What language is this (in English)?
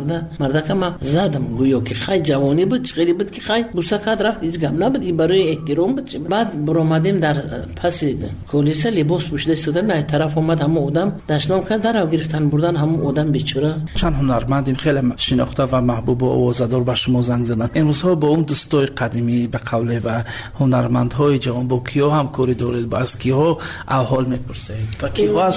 Persian